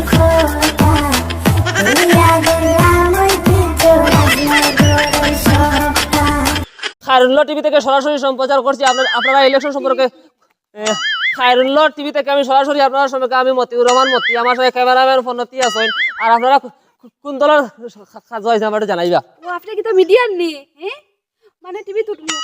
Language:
Sylheti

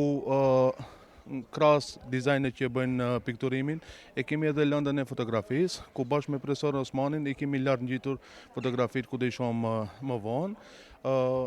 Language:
Albanian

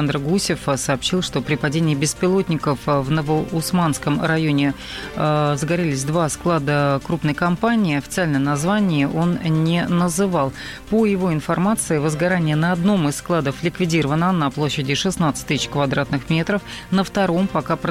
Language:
Russian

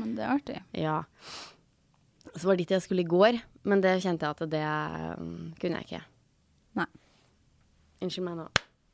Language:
Norwegian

